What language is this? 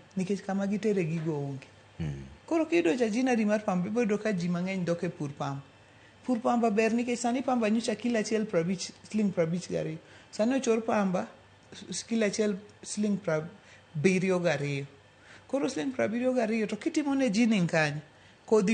Luo (Kenya and Tanzania)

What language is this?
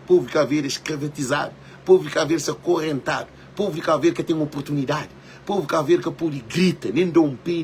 Kabuverdianu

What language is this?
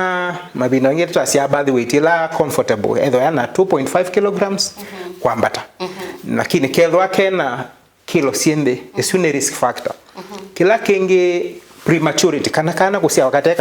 Kamba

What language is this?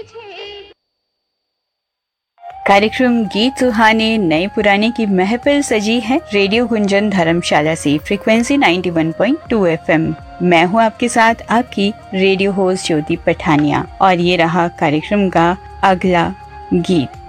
Hindi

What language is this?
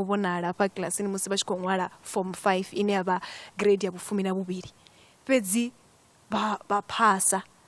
Venda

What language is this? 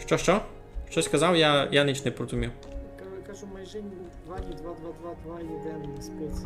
Rusyn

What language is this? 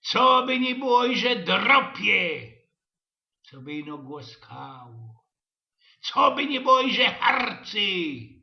Silesian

